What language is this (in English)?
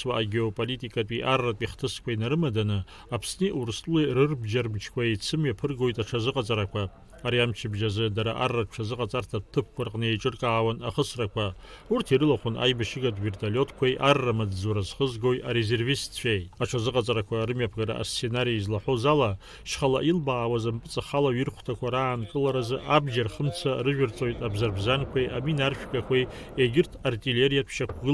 Abkhazian